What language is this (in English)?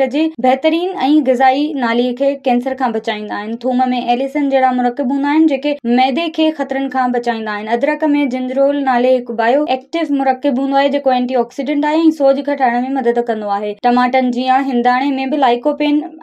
Sindhi